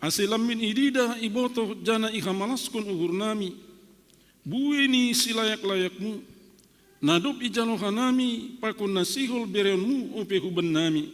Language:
Batak Simalungun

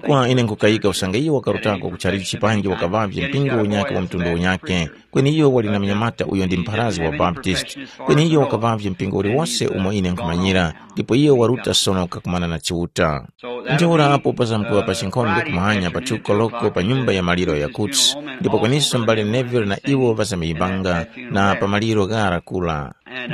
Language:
Tumbuka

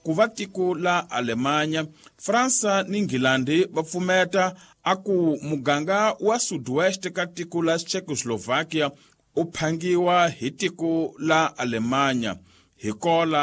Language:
Tsonga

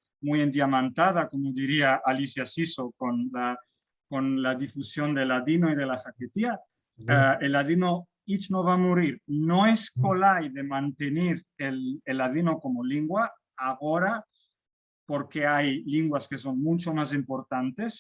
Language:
Ladino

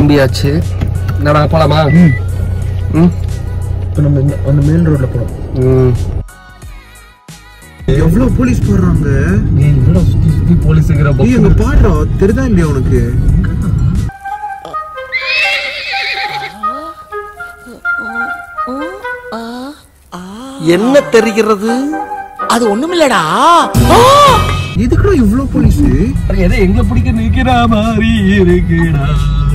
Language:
Tamil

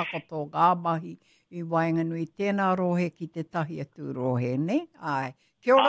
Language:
Māori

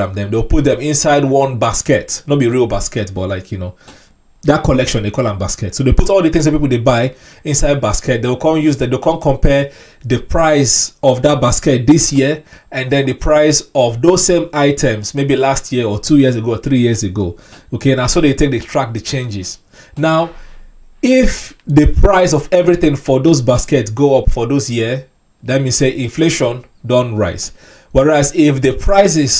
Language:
Nigerian Pidgin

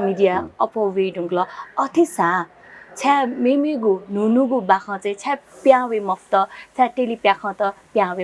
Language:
Newari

